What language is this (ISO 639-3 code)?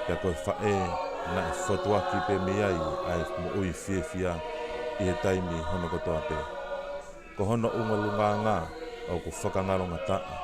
ton